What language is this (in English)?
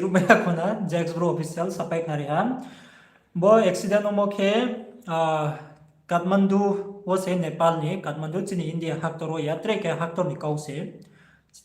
Riang (India)